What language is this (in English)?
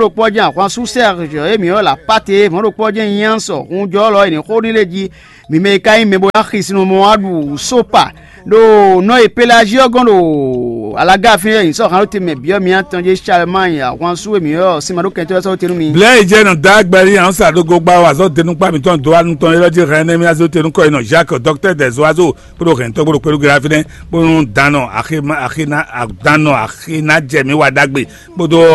Fon